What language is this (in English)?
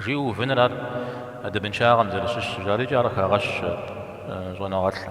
Kabardian